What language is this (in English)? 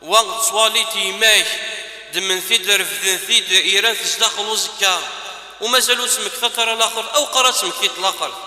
Kabyle